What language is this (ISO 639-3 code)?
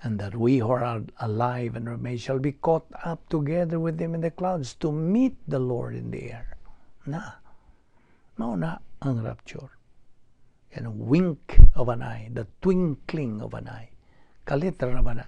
ceb